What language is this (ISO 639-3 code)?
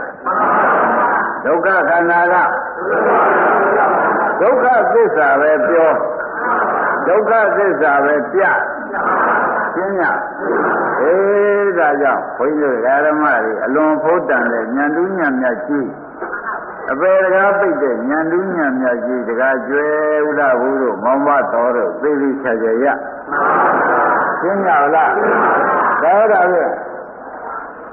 mya